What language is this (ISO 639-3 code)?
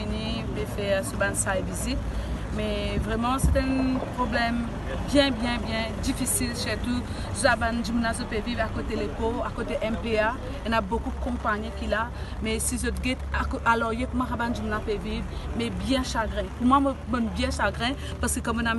mfe